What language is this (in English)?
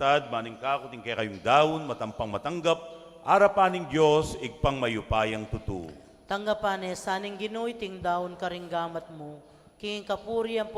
Pampanga